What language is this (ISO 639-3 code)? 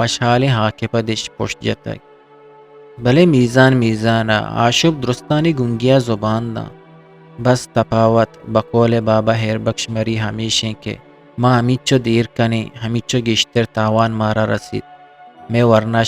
bgp